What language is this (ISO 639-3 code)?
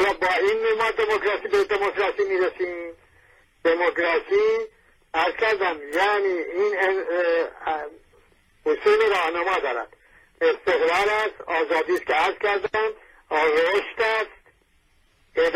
fas